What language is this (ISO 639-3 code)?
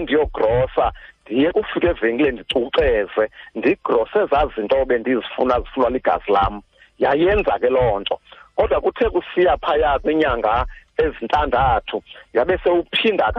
xho